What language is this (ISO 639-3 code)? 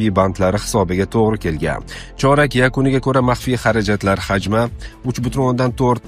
uzb